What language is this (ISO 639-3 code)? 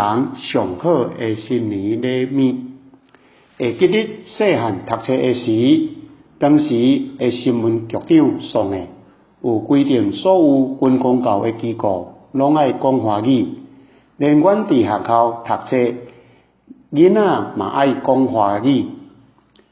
nan